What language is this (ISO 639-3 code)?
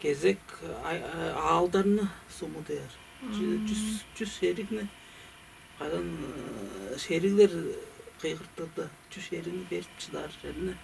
tyv